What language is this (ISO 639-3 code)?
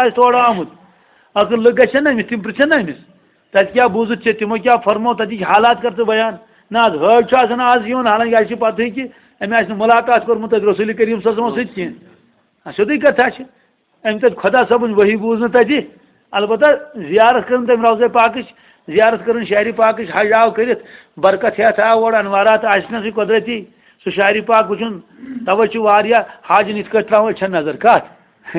kas